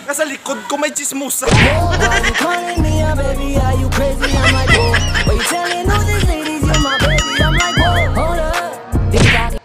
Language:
Hiligaynon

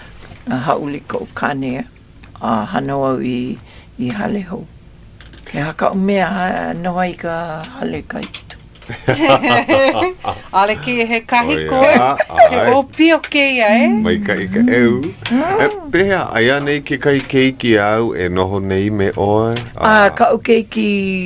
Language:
Hawaiian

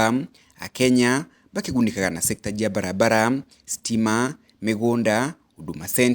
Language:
Meru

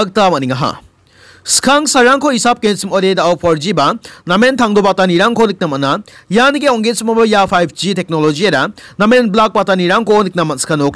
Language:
Garo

